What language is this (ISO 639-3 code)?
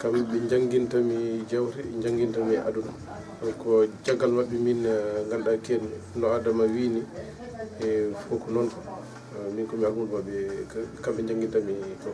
ful